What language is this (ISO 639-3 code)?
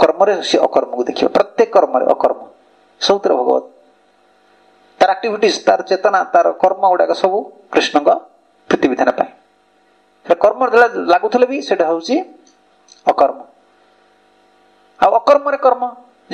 ori